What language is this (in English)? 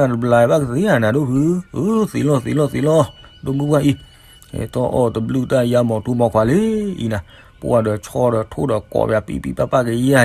S'gaw Karen